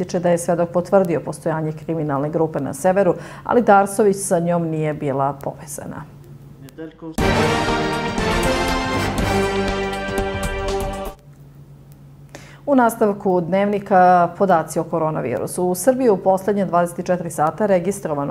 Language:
Serbian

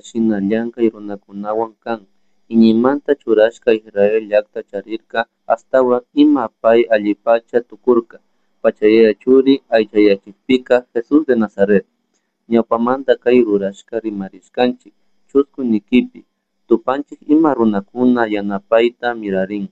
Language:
Chimborazo Highland Quichua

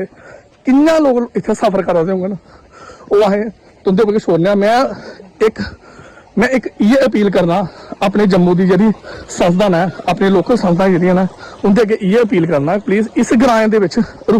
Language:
Dogri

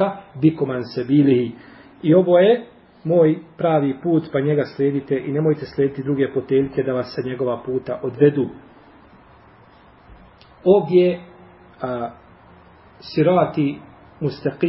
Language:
Bosnian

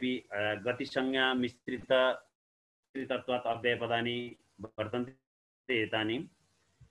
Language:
Sanskrit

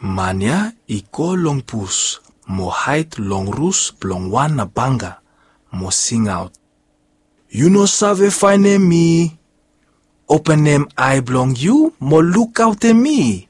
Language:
Bislama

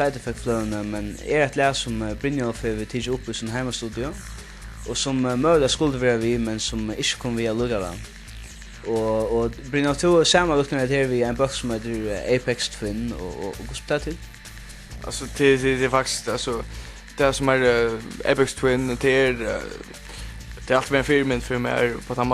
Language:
Faroese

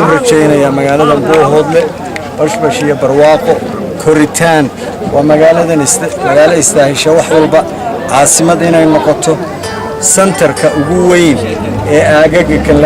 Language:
Somali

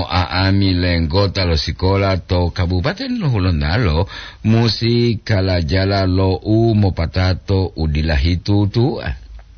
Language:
Gorontalo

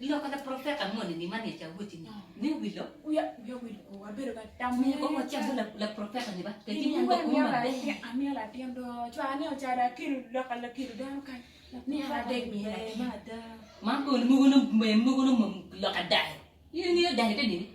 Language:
Acoli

